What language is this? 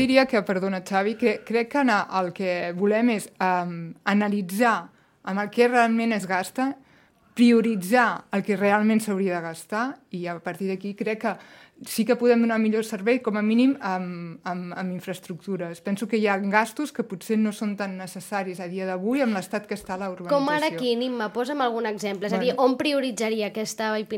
Catalan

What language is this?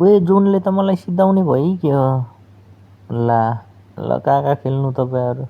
Nepali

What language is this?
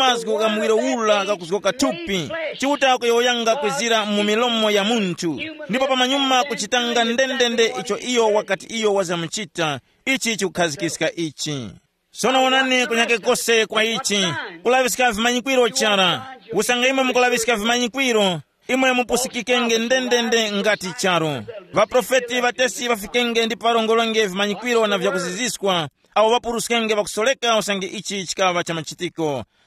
Tumbuka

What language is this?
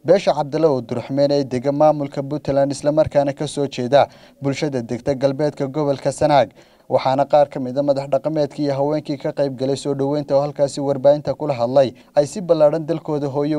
Somali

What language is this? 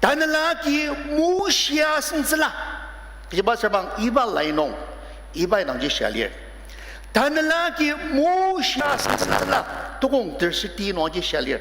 Ao Naga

